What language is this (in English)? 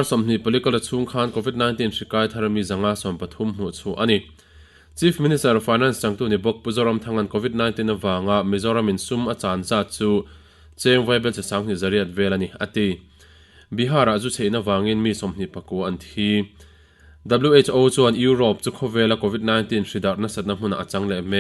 Mizo